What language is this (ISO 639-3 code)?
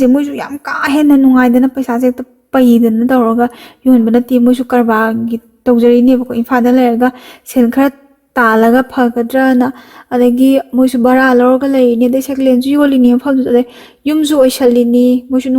mni